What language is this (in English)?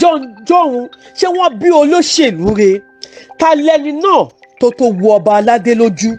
Yoruba